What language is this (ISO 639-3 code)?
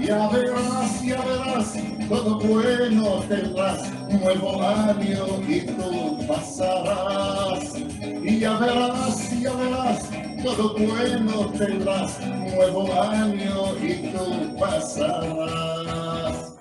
lad